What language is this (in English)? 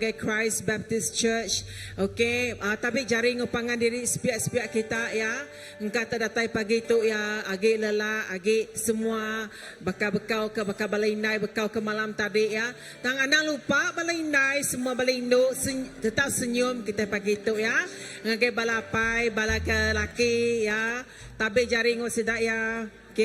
Iban